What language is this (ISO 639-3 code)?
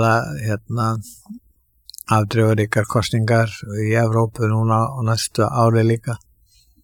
isl